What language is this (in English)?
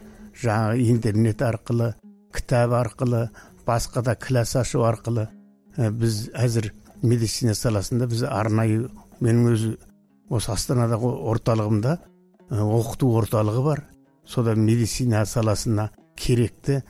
Kazakh